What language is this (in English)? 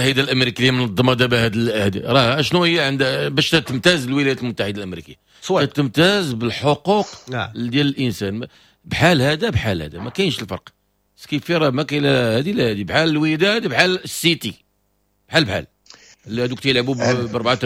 Moroccan Arabic